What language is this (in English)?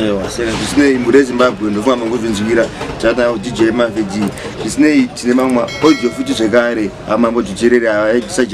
Shona